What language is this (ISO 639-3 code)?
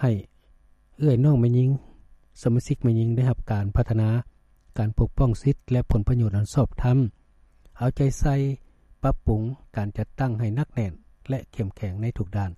lao